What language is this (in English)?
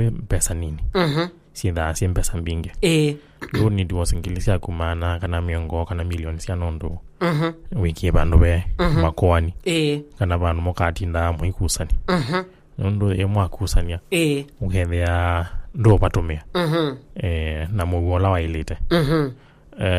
Kamba